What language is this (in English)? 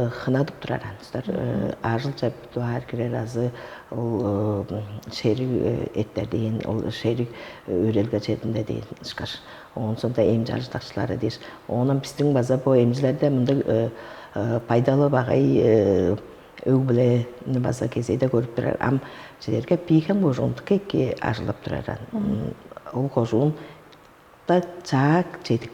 Tuvinian